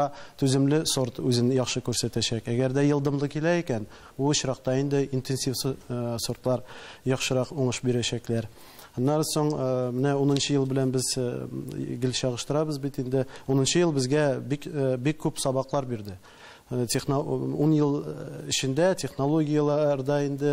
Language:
Tatar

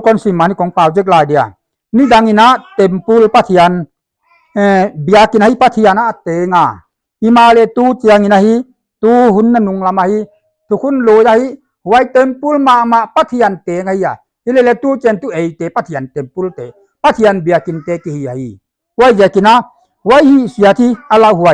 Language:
Paite Chin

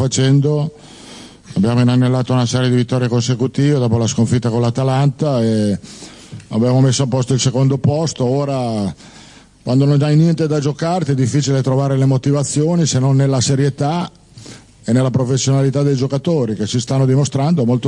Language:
Italian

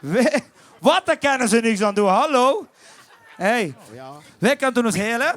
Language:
Limburgish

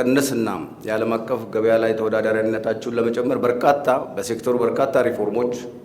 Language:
Amharic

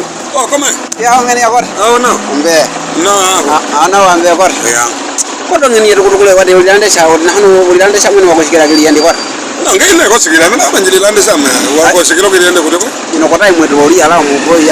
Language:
Nyaneka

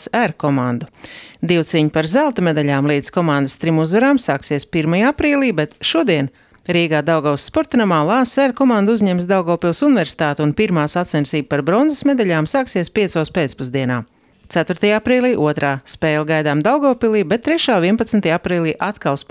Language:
Latvian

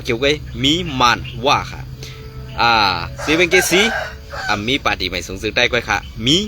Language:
Shan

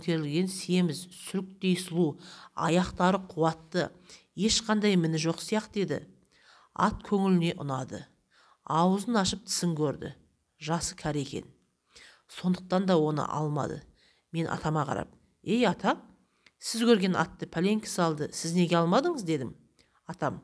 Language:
Kazakh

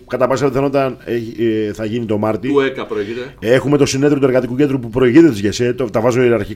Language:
Greek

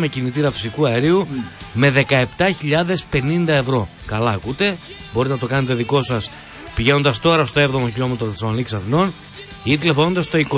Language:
Greek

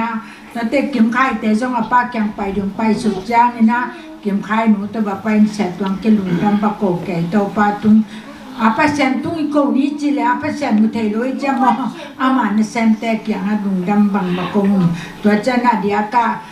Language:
Tedim Chin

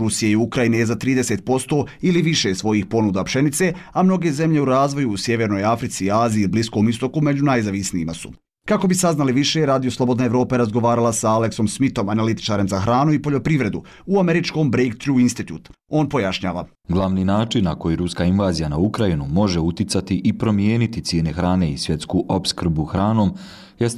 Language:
Bosnian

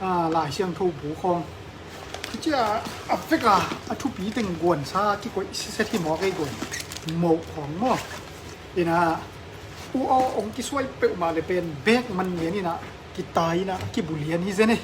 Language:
Paite Chin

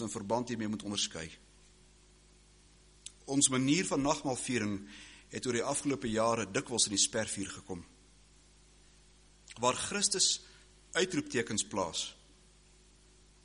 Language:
Afrikaans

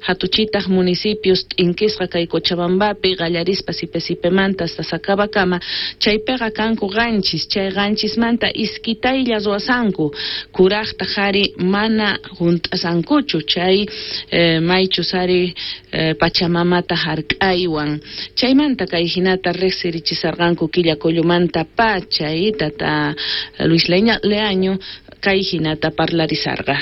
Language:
South Bolivian Quechua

